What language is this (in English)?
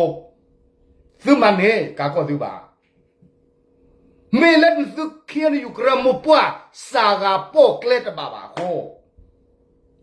S'gaw Karen